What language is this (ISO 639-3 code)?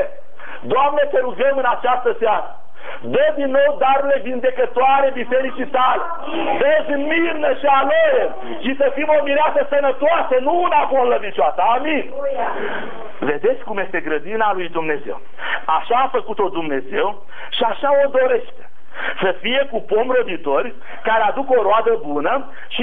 ron